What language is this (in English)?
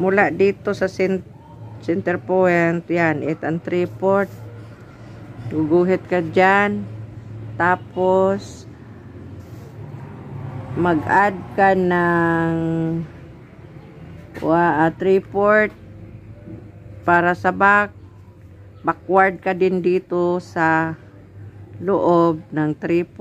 Filipino